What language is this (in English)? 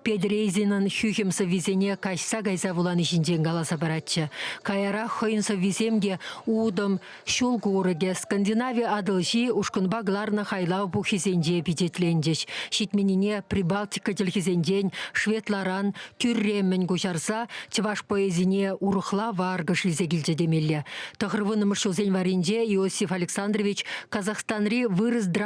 Chuvash